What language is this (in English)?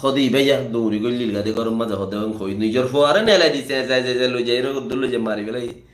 Rohingya